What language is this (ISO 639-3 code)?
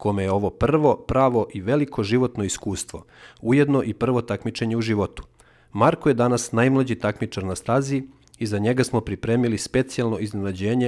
srp